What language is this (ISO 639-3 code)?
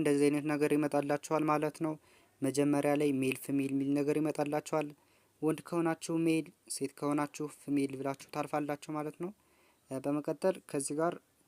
amh